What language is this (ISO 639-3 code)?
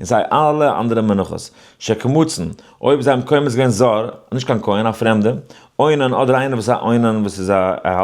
yid